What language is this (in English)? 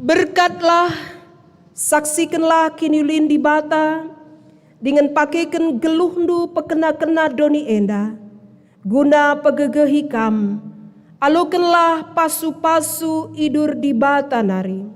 Batak Karo